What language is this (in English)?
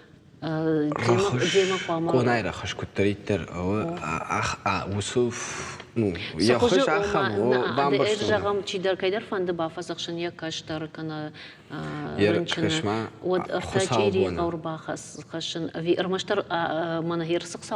Ossetic